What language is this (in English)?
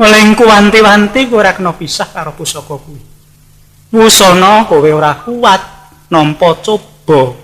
Javanese